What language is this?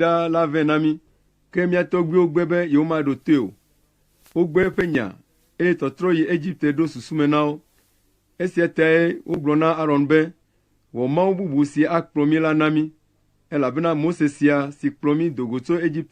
Ewe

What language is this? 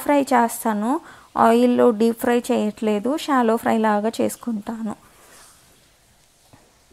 Telugu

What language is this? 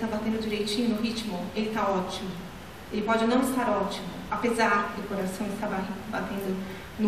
Portuguese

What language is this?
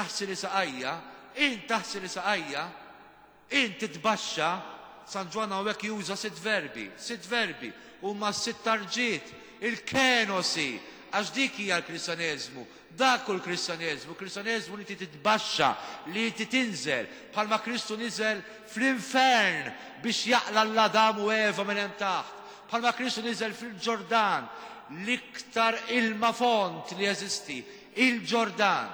Maltese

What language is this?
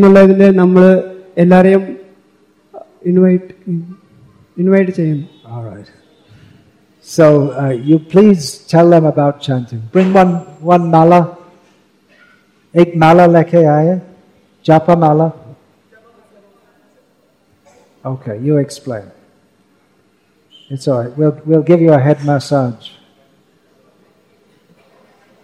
Malayalam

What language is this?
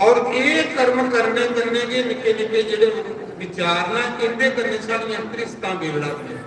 Dogri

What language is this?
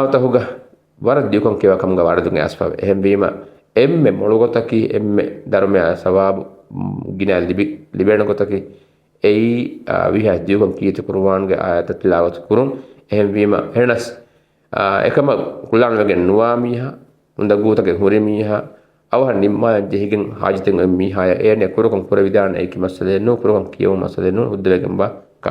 Divehi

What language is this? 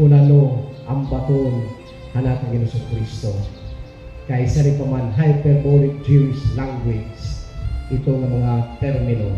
Waray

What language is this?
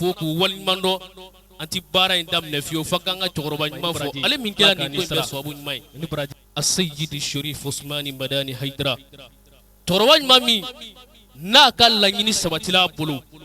Bambara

